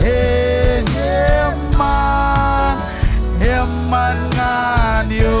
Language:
Marshallese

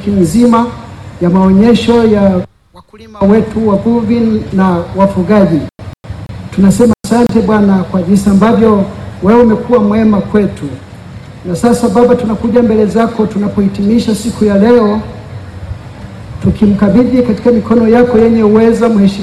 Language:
Swahili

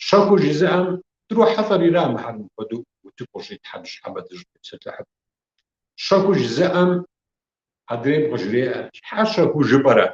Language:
Kabardian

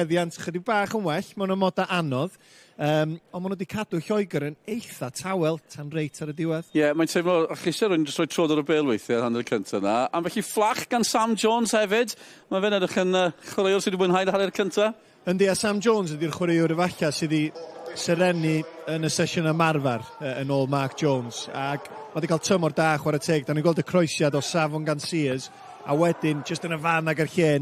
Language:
Welsh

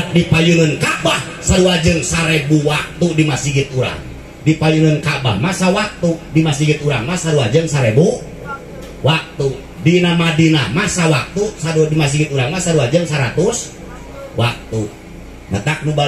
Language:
Sundanese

